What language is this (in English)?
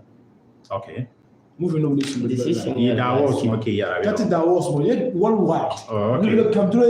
Dagbani